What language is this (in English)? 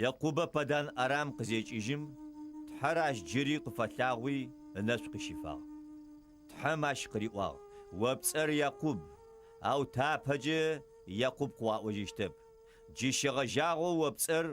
Adyghe